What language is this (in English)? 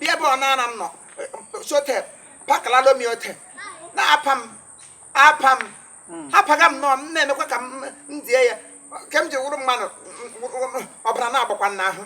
Igbo